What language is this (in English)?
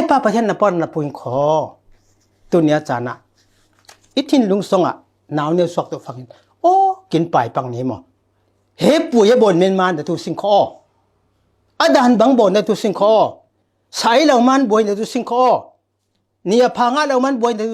Falam Chin